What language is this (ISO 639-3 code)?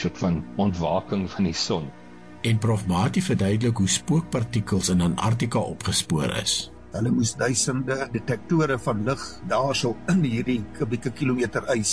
afr